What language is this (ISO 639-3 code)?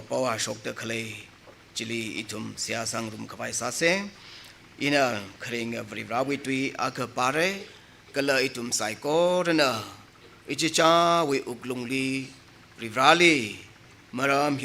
nmf